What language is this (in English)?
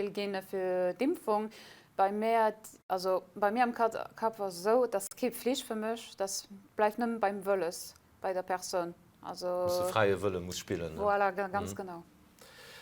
Luxembourgish